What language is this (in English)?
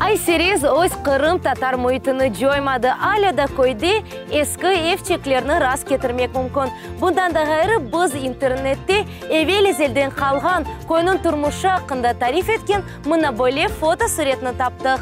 Crimean Tatar